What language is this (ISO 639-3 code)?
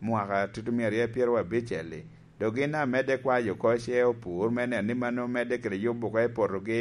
laj